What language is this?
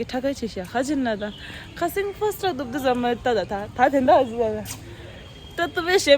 Tibetan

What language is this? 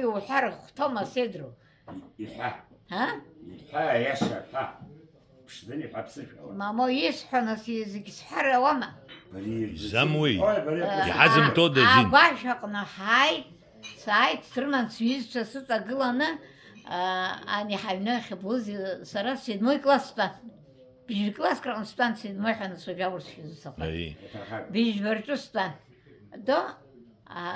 Abkhazian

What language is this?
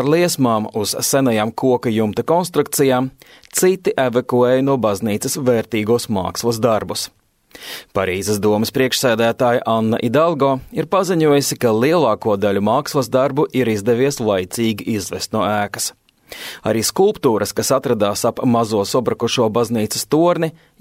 Latvian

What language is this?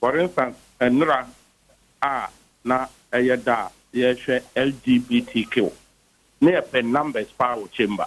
Akan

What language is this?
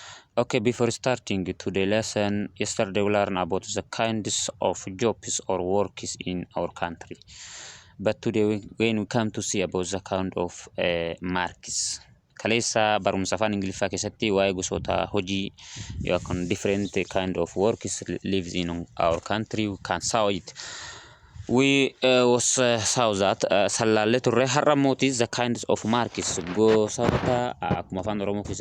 Oromo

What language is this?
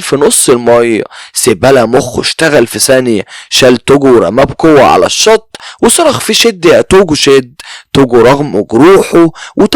Egyptian Arabic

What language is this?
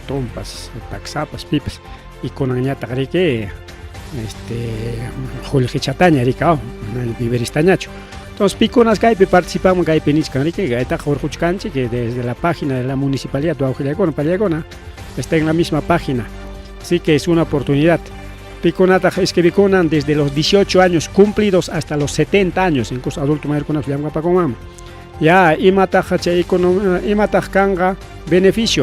Ayacucho Quechua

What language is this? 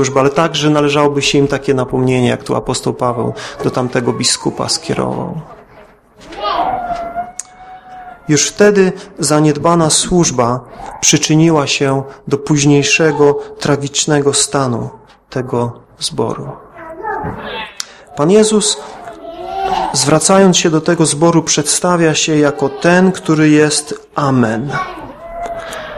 Polish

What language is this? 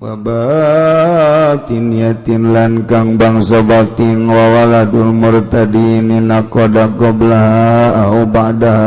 Sundanese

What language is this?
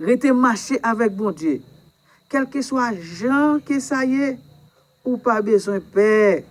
Haitian Creole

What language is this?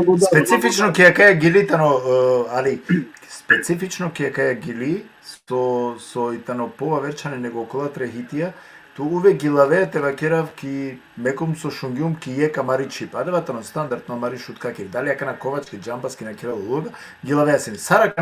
Balkan Romani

